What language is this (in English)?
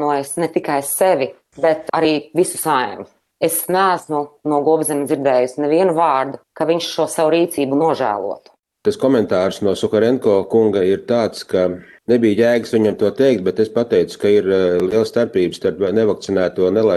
Latvian